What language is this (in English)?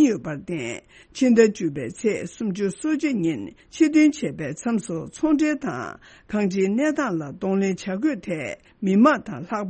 Tibetan